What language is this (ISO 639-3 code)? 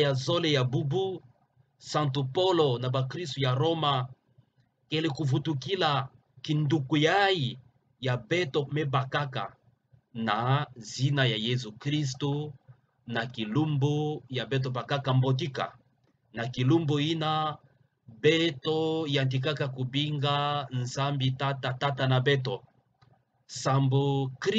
ktu